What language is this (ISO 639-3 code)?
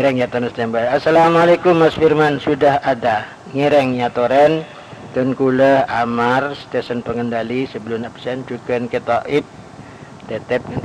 mad